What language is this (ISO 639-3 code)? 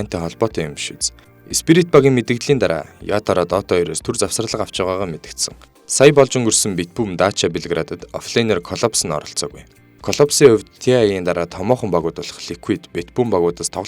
mon